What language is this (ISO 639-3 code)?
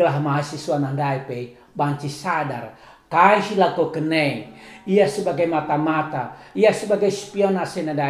btx